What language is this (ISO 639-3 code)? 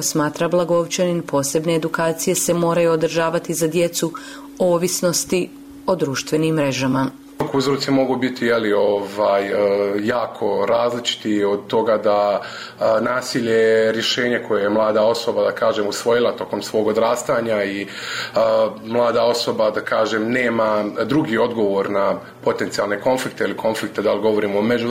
bos